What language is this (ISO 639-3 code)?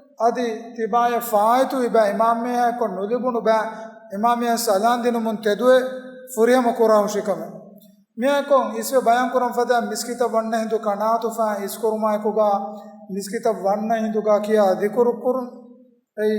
div